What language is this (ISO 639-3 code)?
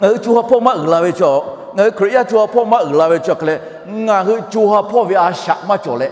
lhu